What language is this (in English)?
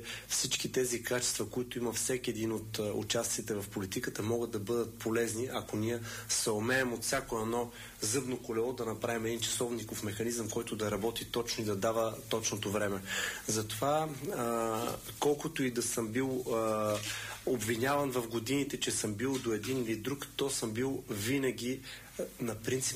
Bulgarian